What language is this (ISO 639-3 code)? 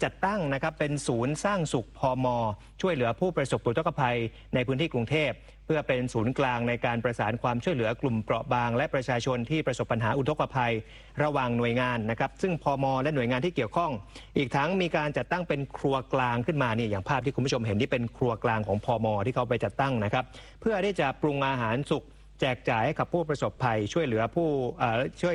tha